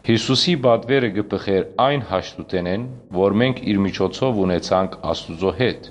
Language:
Western Armenian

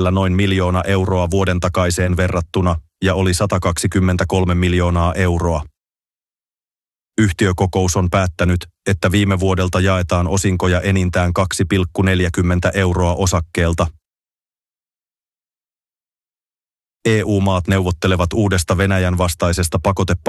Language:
Finnish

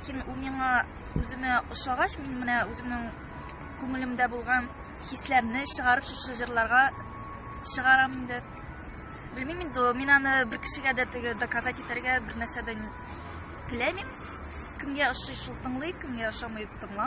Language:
Tatar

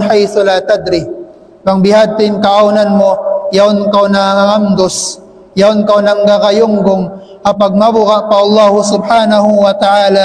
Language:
Tausug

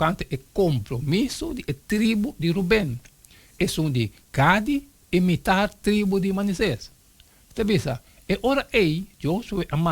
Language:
Papiamento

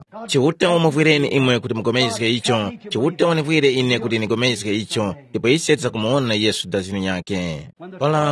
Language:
Tumbuka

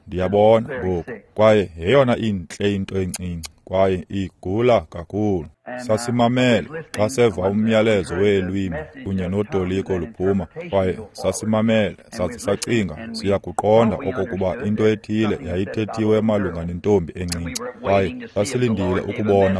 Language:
Xhosa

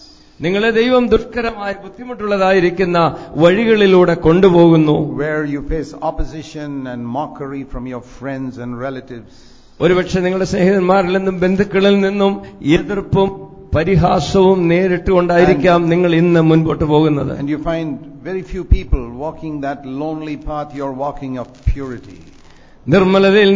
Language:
Malayalam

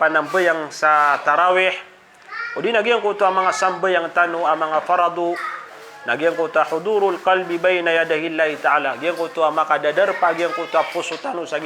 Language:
Maranao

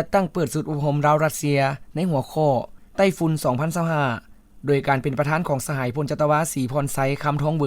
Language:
Lao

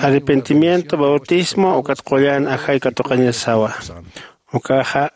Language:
Aymara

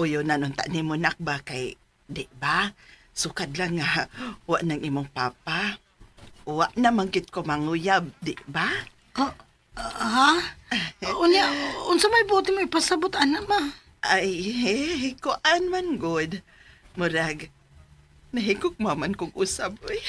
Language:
Cebuano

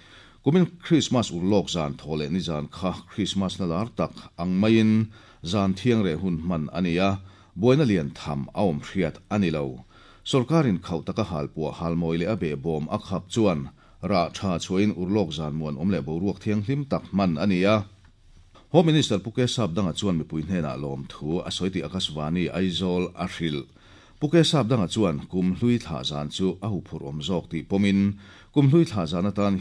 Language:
Mizo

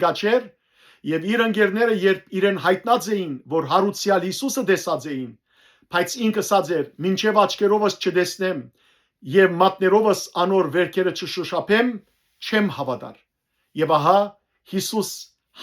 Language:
Western Armenian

